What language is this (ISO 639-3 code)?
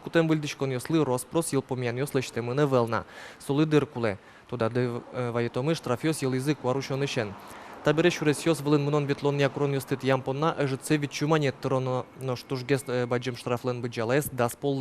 udm